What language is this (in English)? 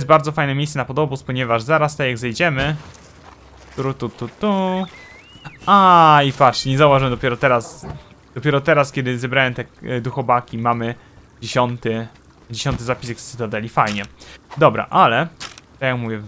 Polish